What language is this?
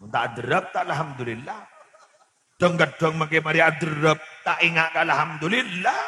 Madurese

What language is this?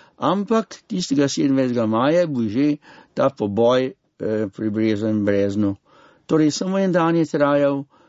Slovenian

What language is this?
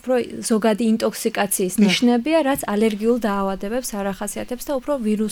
Georgian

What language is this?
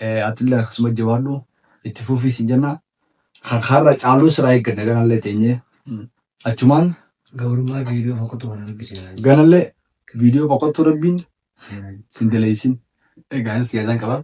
Oromo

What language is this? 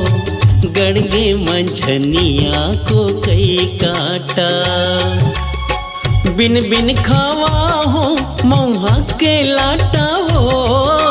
Chhattisgarhi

